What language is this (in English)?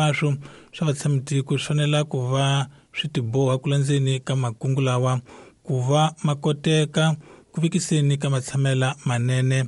Tsonga